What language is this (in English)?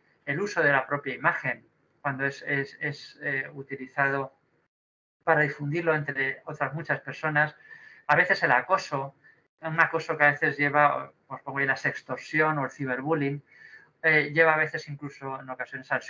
Spanish